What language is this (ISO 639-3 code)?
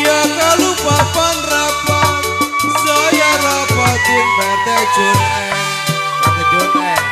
bew